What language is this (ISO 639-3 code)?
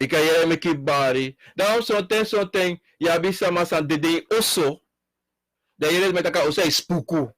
srn